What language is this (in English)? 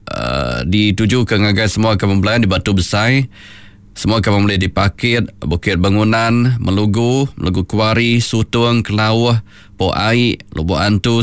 Iban